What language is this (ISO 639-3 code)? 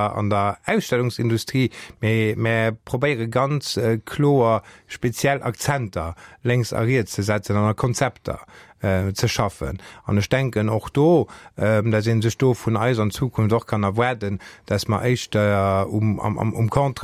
ltz